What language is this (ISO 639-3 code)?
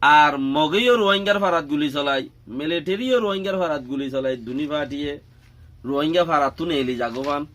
rhg